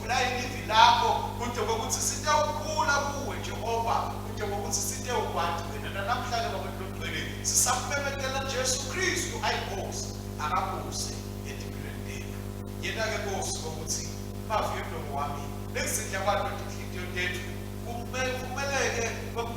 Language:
Swati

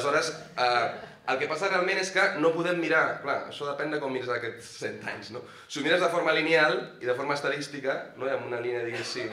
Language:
Catalan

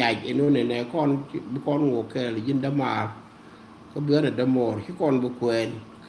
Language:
Nuer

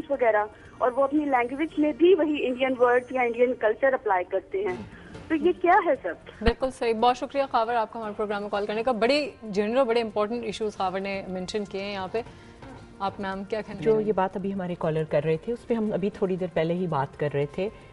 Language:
Urdu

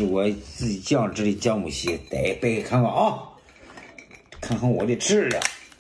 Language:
Chinese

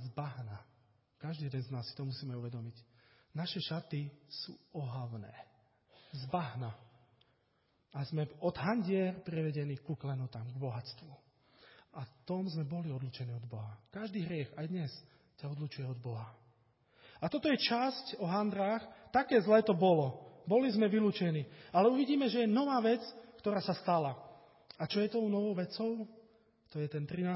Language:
Slovak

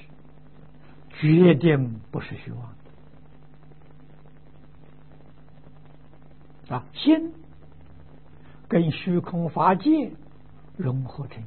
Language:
Chinese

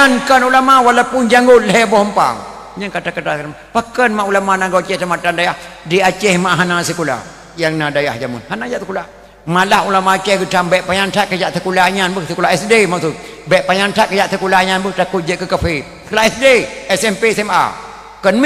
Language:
Achinese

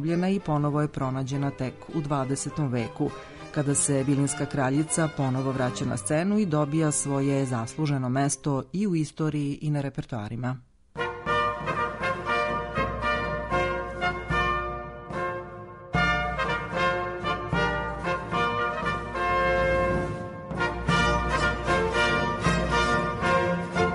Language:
Serbian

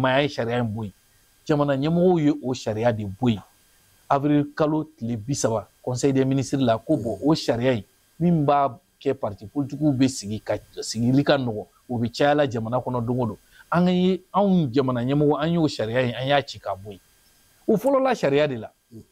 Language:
Bambara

